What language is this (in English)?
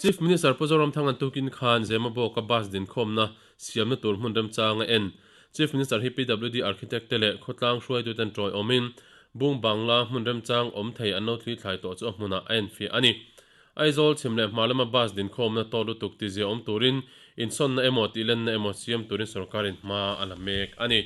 Mizo